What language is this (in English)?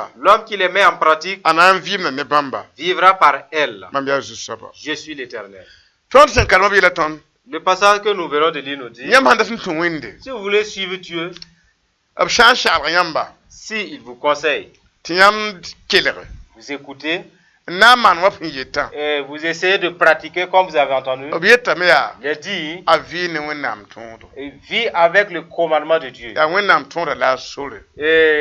Mossi